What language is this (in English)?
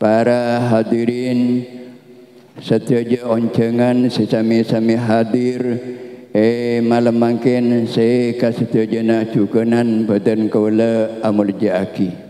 Madurese